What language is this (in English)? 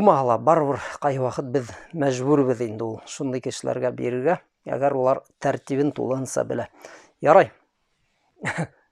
Bashkir